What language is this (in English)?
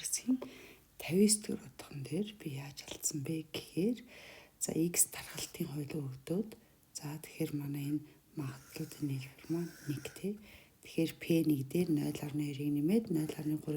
Mongolian